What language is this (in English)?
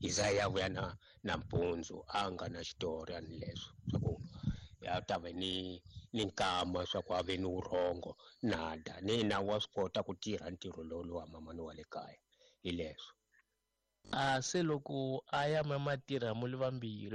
Tsonga